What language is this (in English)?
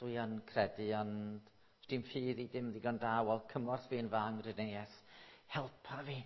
Welsh